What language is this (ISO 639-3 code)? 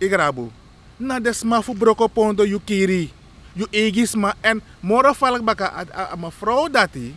srn